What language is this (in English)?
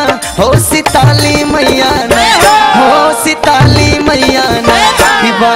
Bhojpuri